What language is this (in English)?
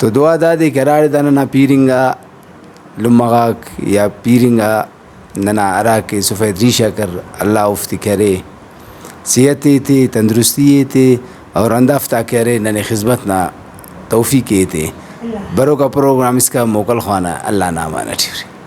Brahui